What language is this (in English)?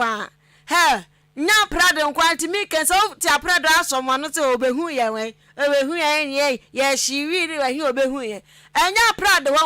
Akan